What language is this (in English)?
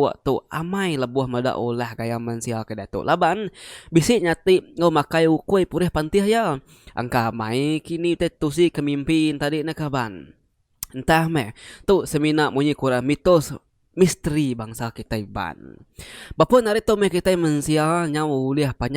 Iban